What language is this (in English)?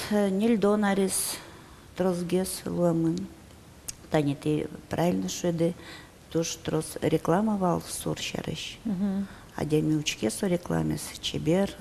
Udmurt